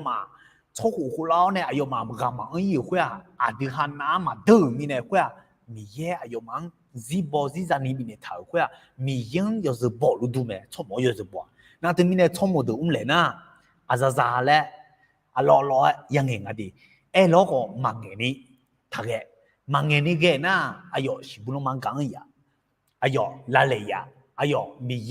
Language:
Akha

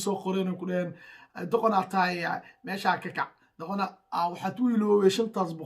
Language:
Somali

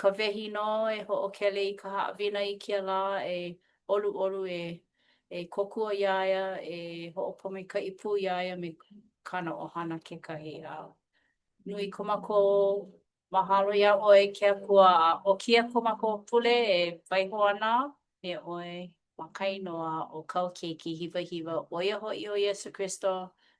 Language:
Hawaiian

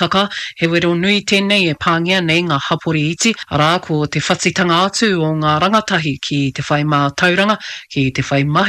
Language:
Māori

